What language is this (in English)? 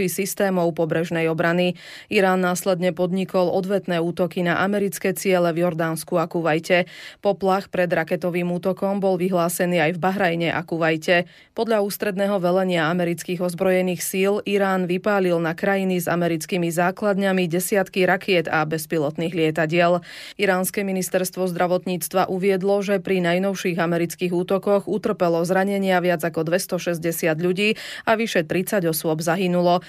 Slovak